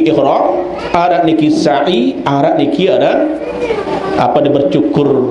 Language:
Sasak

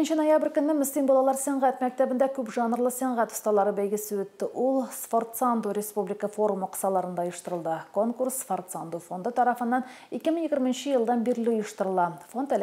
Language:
Tatar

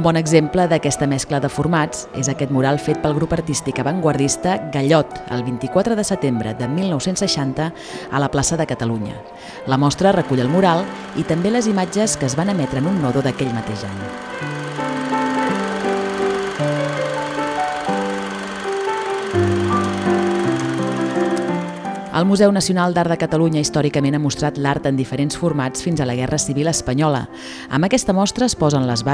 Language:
Catalan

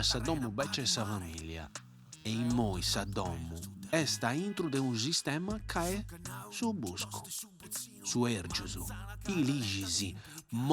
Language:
Sardinian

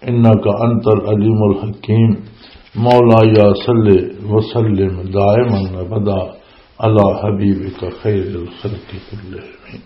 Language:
Western Panjabi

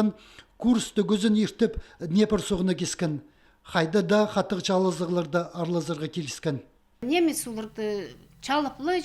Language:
Khakas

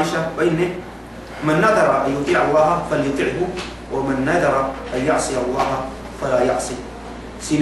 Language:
Yakan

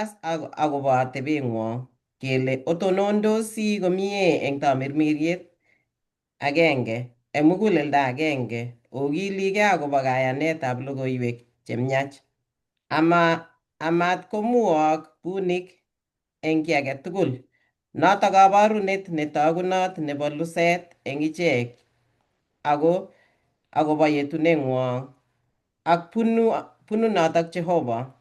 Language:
Kalenjin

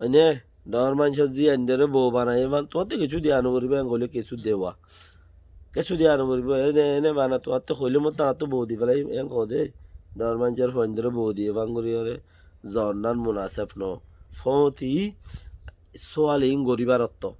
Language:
Rohingya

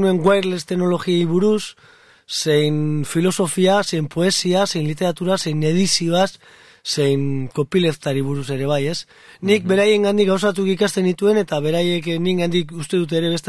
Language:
Basque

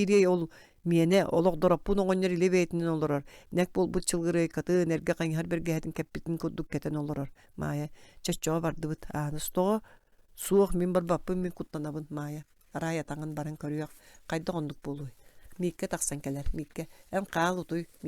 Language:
Yakut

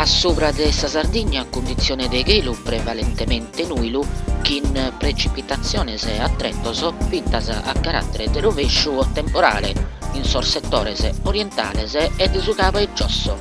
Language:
Sardinian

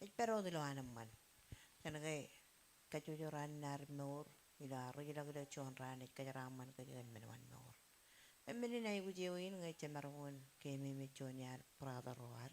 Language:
Marshallese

